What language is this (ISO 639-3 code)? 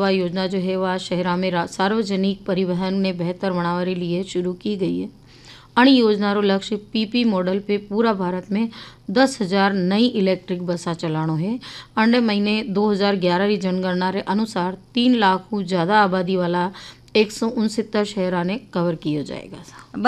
hin